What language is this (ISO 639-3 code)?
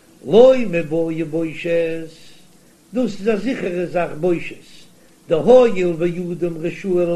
yid